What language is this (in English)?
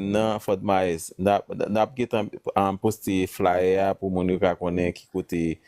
Haitian Creole